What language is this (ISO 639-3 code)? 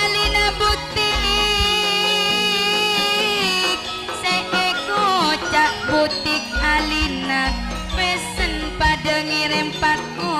mad